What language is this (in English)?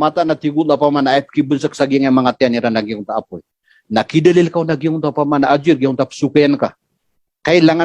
Maranao